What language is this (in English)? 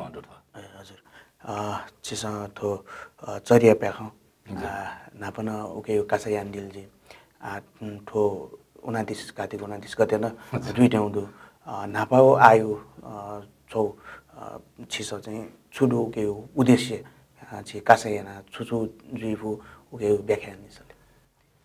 Newari